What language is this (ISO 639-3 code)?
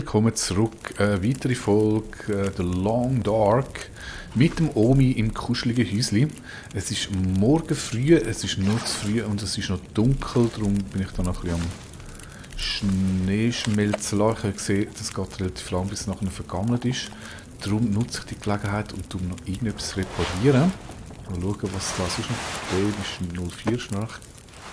gsw